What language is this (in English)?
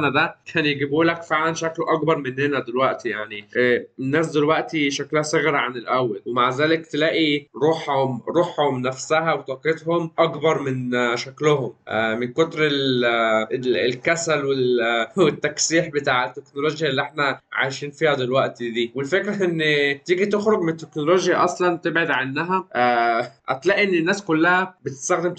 Egyptian Arabic